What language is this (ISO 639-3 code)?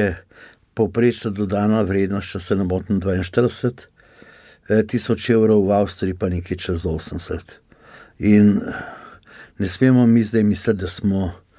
slv